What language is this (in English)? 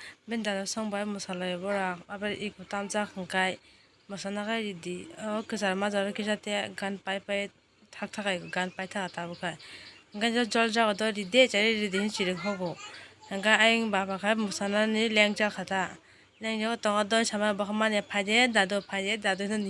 Kok Borok